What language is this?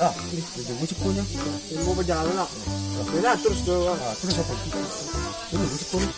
Minangkabau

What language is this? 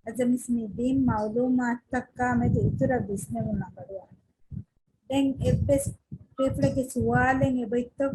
Divehi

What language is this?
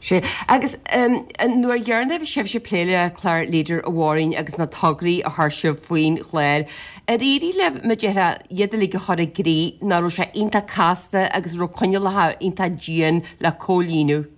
Irish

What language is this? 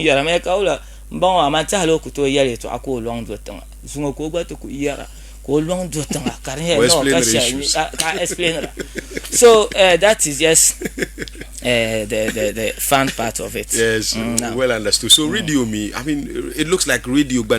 Dagbani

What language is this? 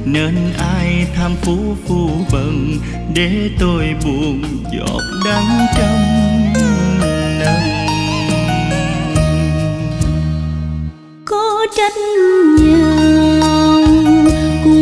Vietnamese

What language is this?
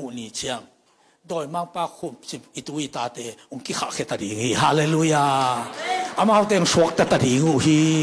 Tedim Chin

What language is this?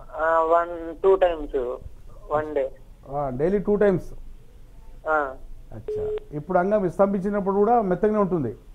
Telugu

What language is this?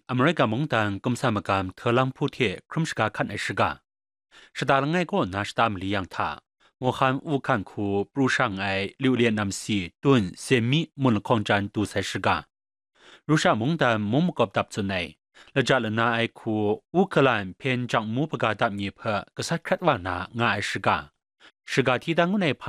Kachin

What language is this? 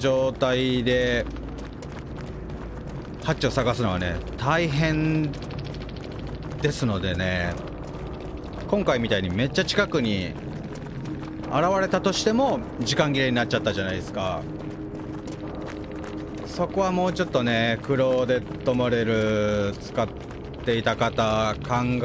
Japanese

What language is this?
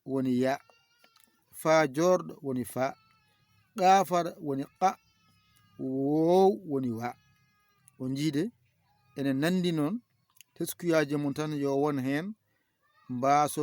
Fula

